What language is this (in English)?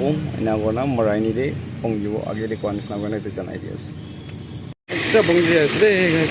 Naga Pidgin